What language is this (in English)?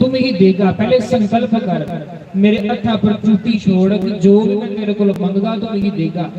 Dogri